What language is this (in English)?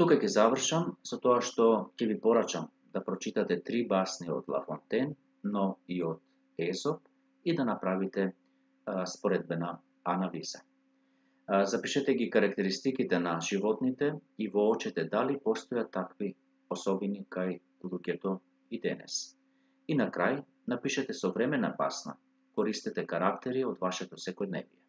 Macedonian